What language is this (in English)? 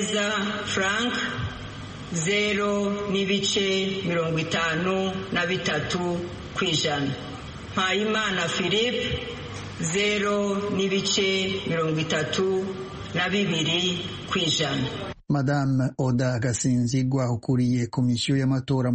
Kinyarwanda